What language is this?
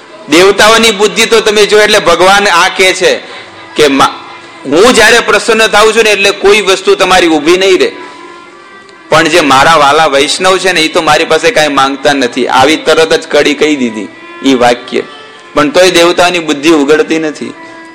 Gujarati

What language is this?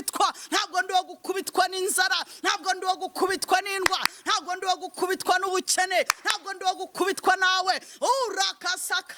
Kinyarwanda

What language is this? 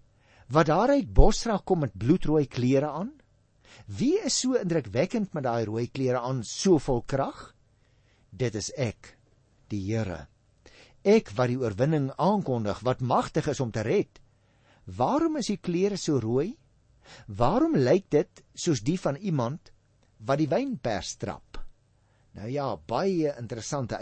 Afrikaans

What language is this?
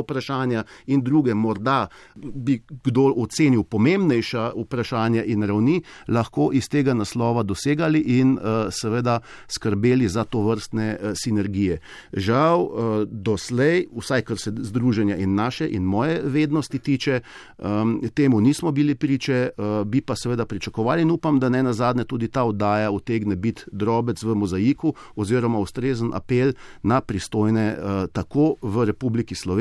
Slovenian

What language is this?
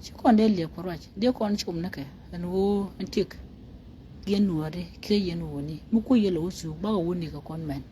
Nuer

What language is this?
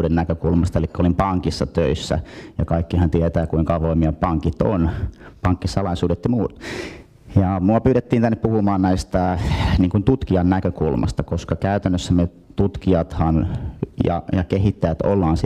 Finnish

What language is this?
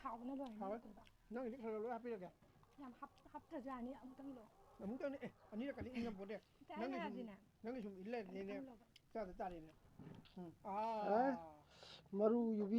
Manipuri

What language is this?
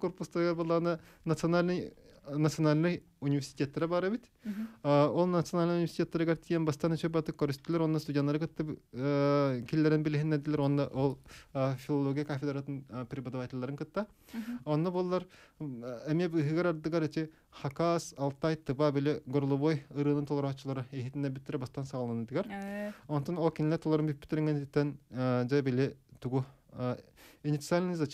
Yakut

